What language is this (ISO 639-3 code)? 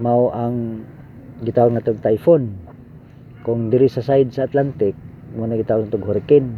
ceb